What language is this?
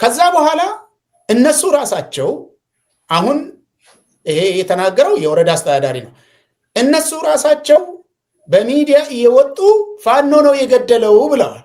Amharic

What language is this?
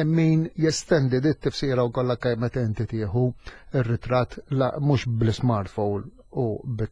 Maltese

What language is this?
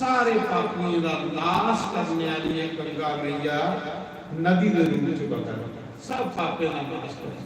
Dogri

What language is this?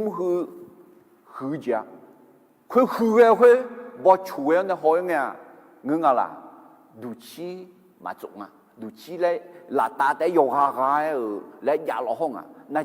Akha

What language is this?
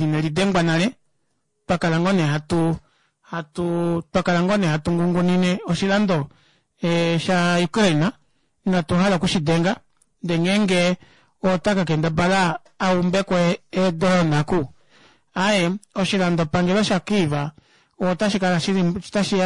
Kuanyama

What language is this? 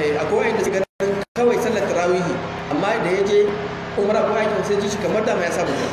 Hausa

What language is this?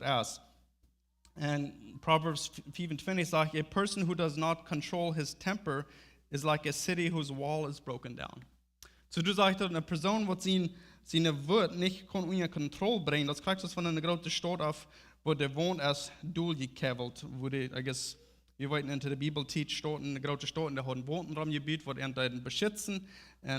Plautdietsch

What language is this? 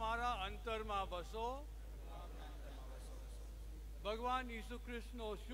Gujarati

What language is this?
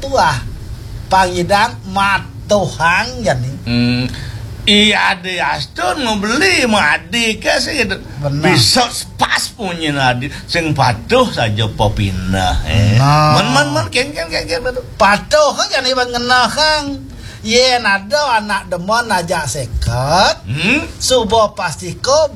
Balinese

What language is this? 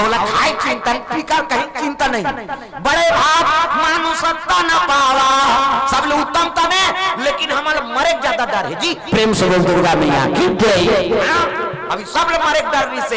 Chhattisgarhi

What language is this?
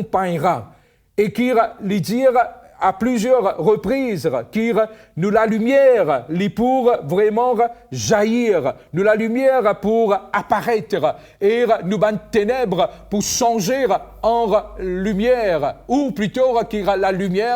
Morisyen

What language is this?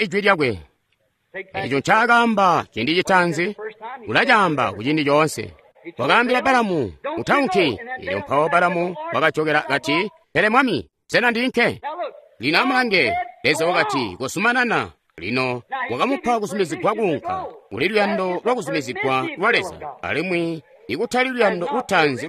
Tonga (Zambia)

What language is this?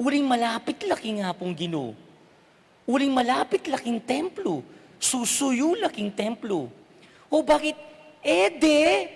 Pampanga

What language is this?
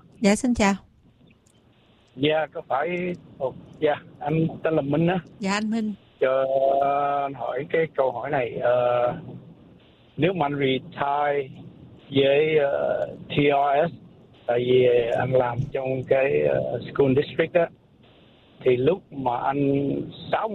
Vietnamese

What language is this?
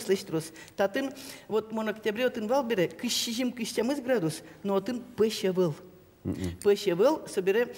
Udmurt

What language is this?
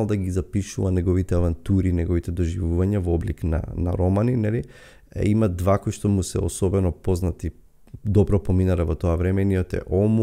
Macedonian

